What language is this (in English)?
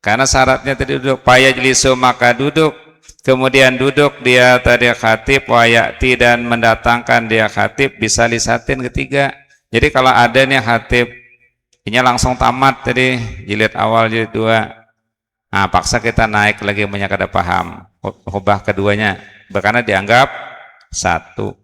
Banjar